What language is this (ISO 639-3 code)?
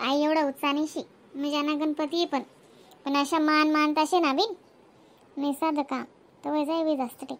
khn